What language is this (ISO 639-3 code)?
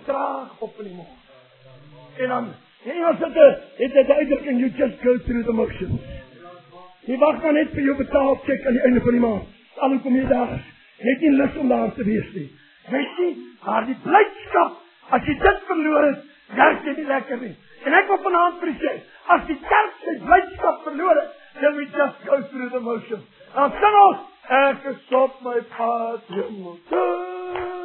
afr